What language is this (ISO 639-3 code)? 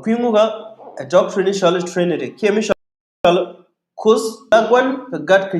nus